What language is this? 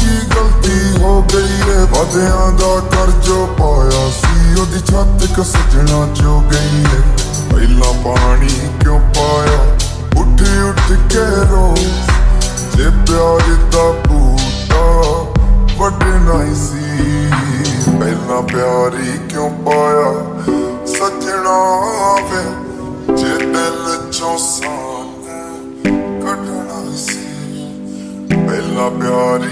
Punjabi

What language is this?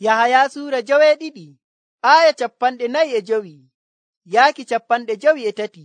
Nigerian Fulfulde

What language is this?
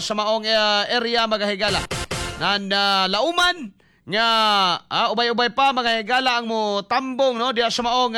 Cebuano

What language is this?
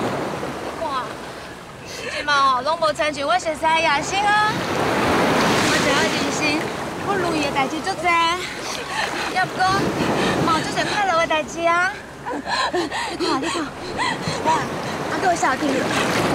Min Nan Chinese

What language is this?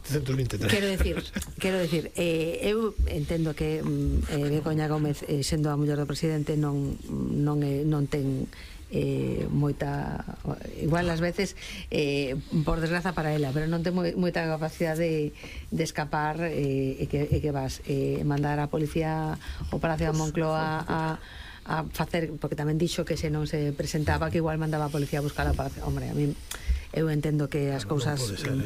Galician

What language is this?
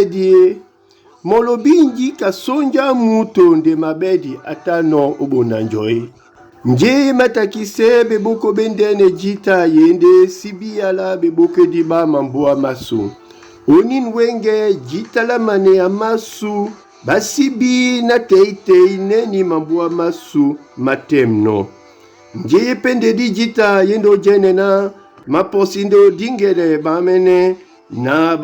Duala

